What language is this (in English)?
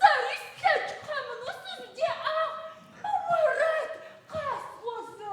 Adyghe